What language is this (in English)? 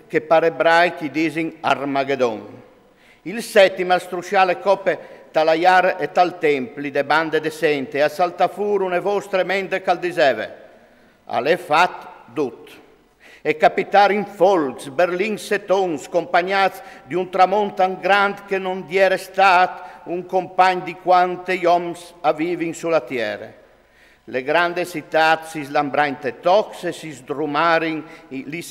Friulian